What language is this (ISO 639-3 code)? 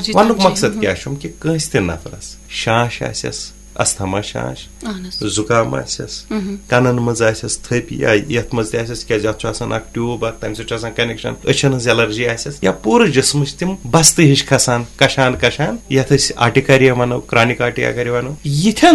kas